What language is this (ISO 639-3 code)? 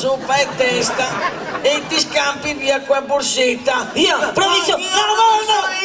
vec